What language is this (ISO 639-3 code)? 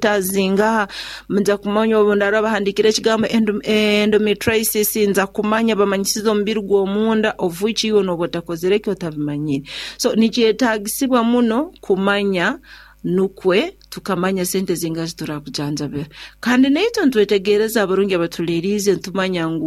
nyo